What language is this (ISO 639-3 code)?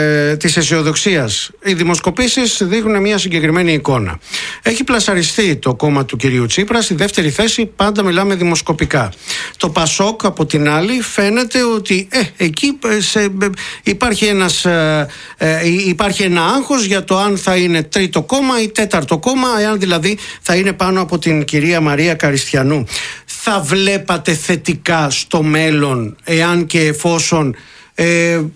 ell